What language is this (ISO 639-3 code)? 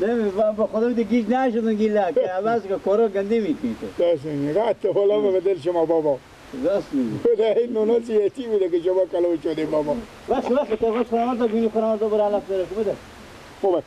fas